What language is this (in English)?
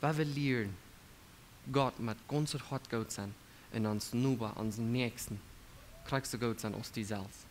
Plautdietsch